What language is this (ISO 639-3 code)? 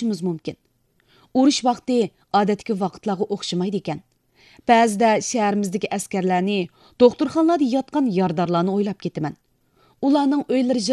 uig